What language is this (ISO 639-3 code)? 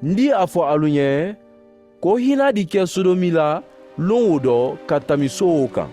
man